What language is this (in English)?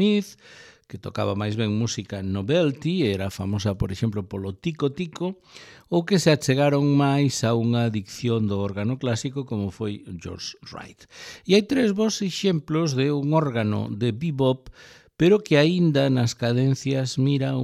Galician